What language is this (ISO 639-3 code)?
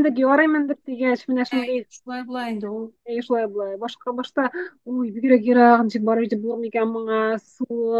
tat